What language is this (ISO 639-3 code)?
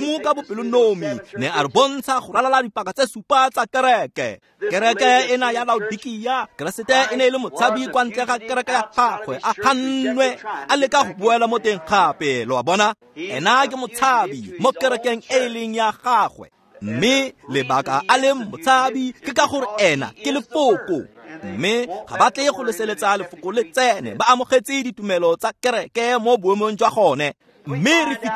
tsn